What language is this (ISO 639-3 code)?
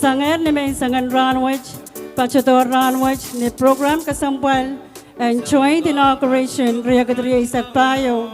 pon